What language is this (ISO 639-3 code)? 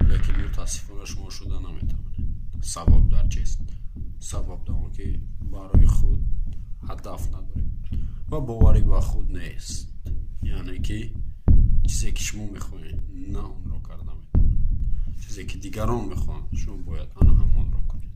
tgk